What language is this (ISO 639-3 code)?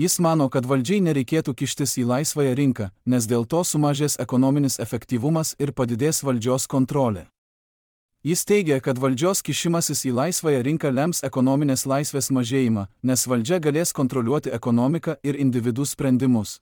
lit